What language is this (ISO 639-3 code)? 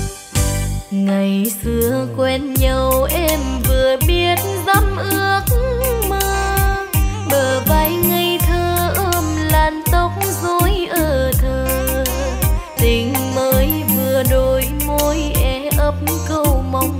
vie